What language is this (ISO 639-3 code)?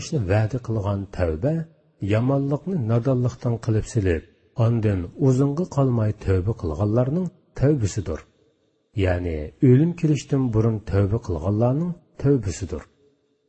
uig